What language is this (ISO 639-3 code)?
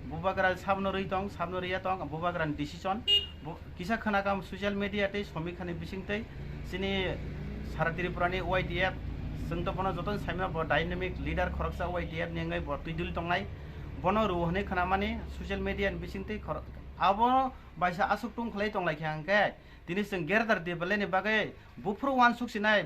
trp